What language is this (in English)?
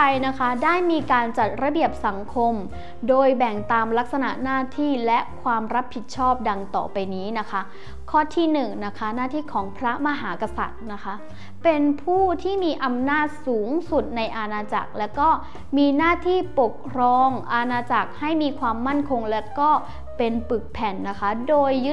Thai